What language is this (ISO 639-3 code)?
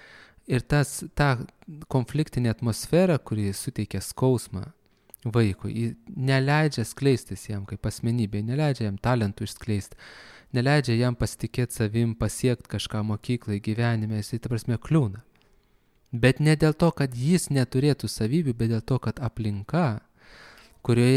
lit